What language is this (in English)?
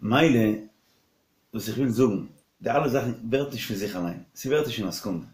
Yiddish